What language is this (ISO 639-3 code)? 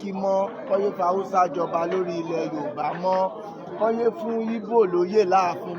yor